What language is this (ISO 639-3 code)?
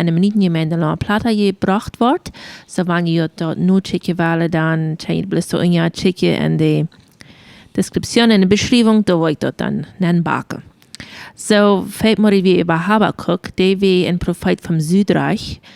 pdt